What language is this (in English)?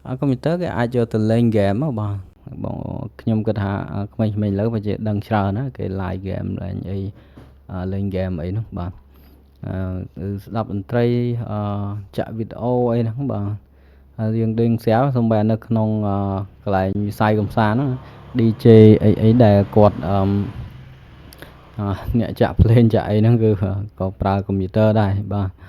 Khmer